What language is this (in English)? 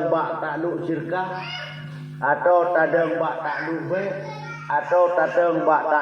Achinese